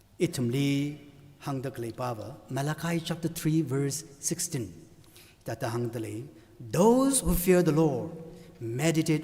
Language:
Tangkhul Naga (India)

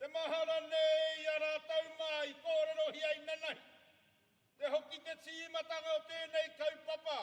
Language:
Māori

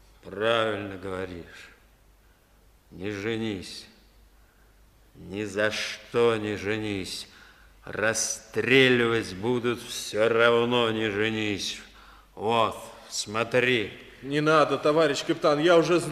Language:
Russian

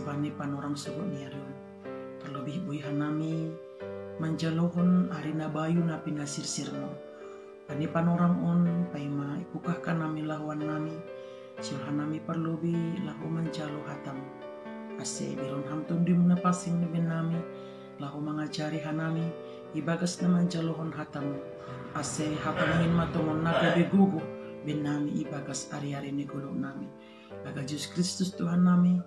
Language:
Batak Simalungun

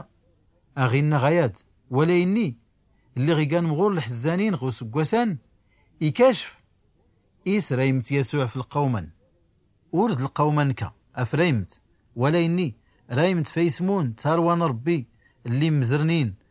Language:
Tachelhit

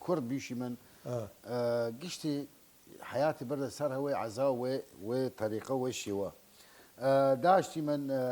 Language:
Southern Kurdish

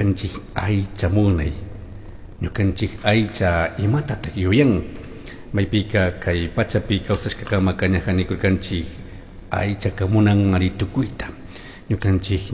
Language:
Chimborazo Highland Quichua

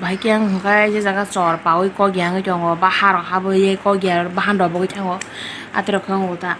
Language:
Kok Borok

